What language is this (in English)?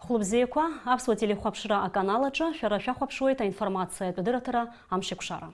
Abkhazian